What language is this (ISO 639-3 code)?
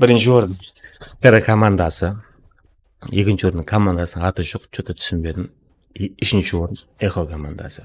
kaa